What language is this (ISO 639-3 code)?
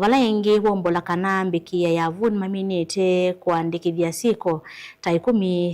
kam